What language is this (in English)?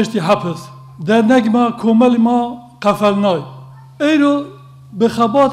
Zaza